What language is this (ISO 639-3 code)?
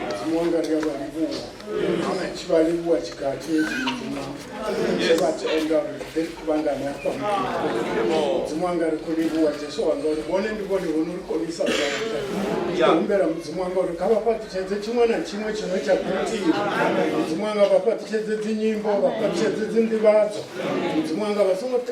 ven